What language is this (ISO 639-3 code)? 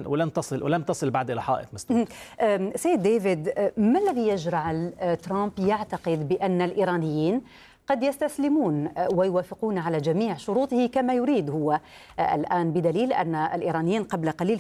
ara